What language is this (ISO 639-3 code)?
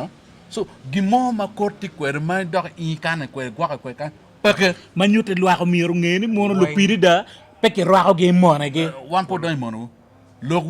ach